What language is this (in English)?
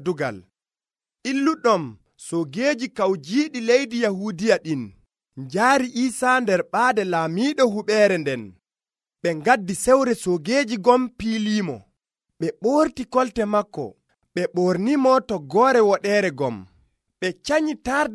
Nigerian Fulfulde